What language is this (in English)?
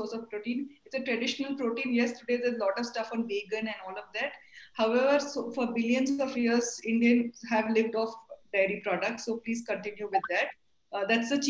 English